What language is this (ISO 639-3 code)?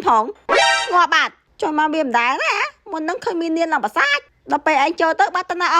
khm